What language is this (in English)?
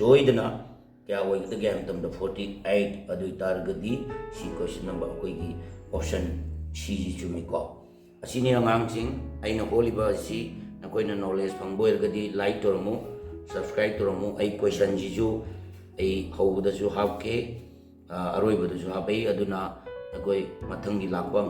Manipuri